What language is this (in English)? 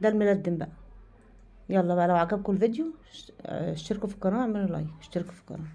Egyptian Arabic